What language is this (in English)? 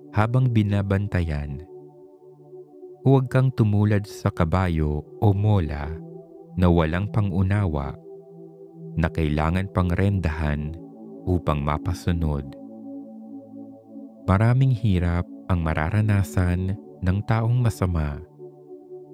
Filipino